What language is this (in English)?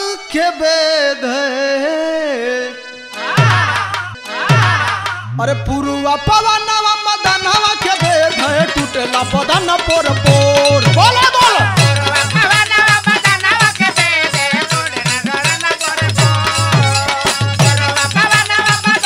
Bhojpuri